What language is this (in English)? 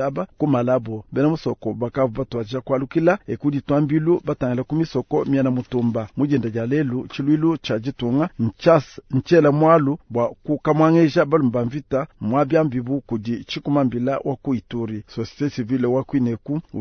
Luba-Lulua